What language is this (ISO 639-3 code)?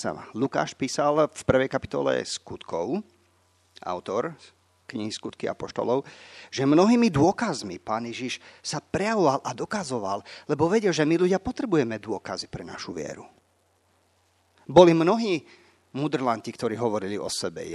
slk